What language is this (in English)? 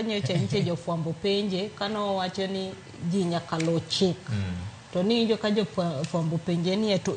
Luo (Kenya and Tanzania)